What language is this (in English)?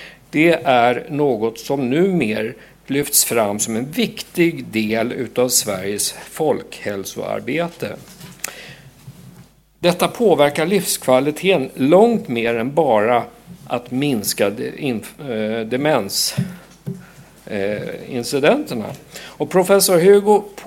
Swedish